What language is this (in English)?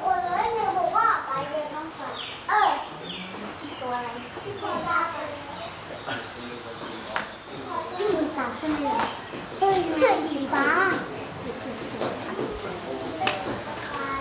Thai